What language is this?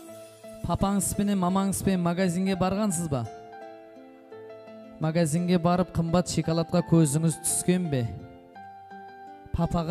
Kara-Kalpak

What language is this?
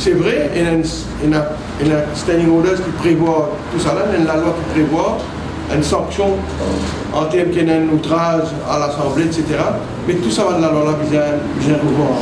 Morisyen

